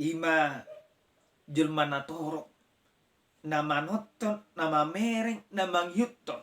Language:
Batak Toba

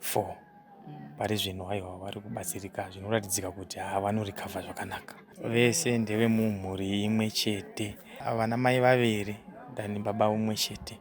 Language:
Shona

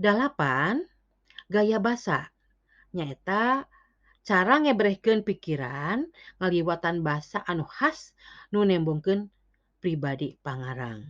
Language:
Sundanese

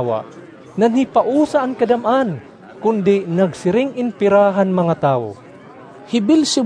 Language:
Waray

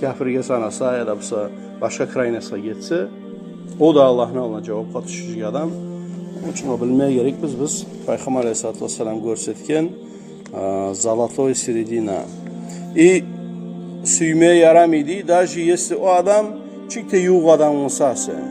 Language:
Kumyk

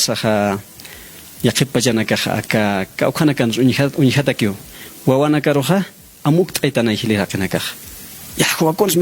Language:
Aymara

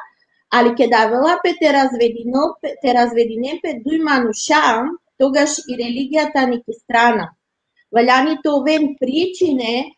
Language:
Balkan Romani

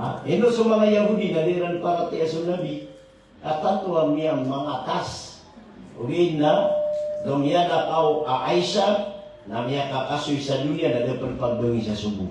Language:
Maranao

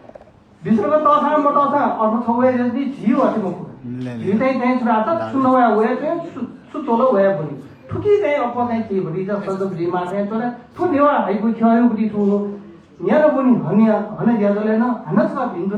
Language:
Newari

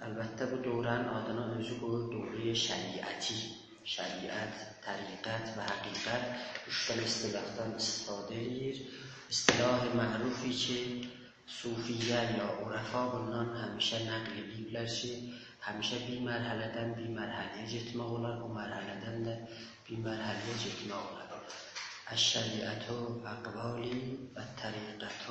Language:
South Azerbaijani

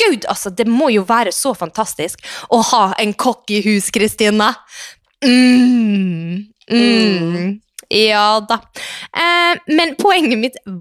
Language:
Norwegian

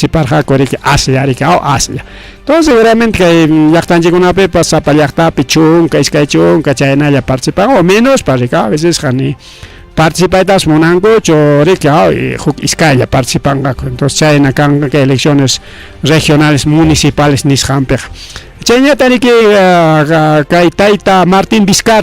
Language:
Ayacucho Quechua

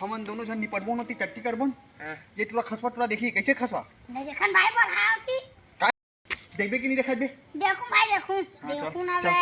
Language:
Chhattisgarhi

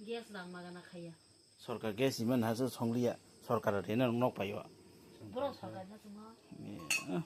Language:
Kok Borok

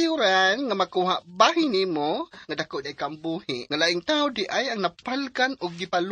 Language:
Cebuano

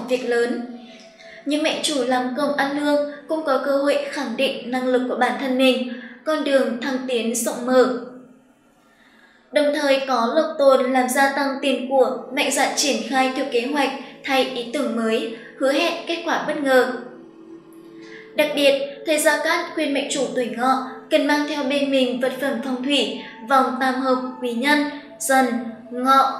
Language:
Vietnamese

